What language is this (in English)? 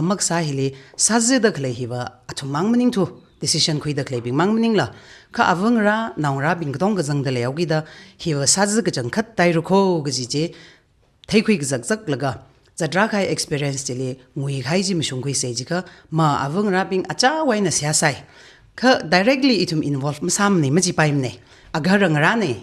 Tangkhul Naga (India)